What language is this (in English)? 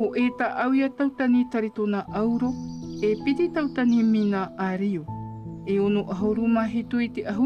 Tahitian